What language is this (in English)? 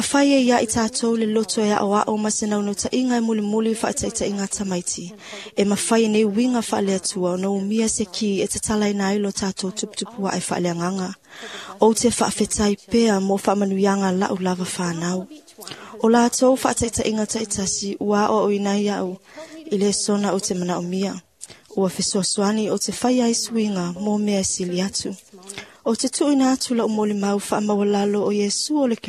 Samoan